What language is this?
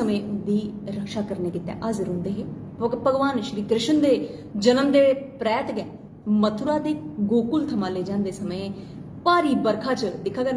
Dogri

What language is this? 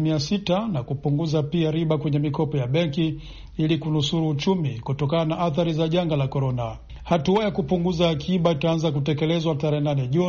Swahili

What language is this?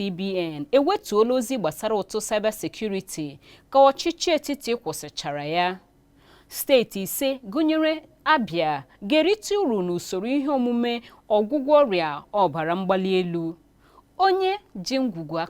Igbo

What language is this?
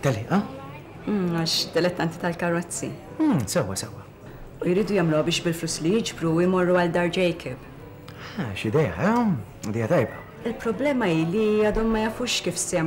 Maltese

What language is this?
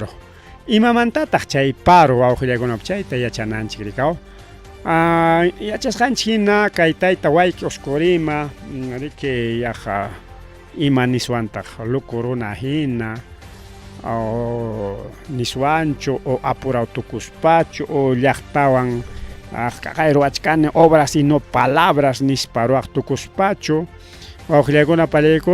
Ayacucho Quechua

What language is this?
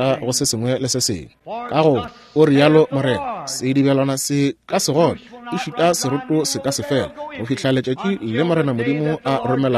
Northern Sotho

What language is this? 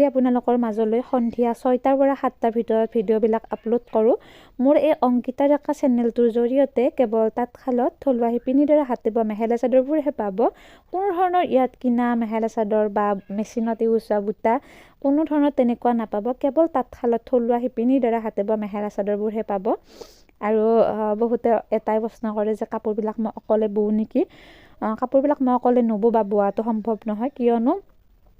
Assamese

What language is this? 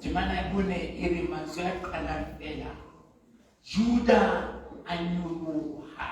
Southern Sotho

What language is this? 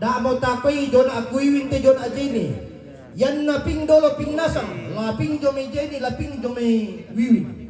Toraja-Sa'dan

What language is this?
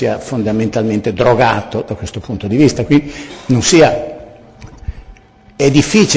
Italian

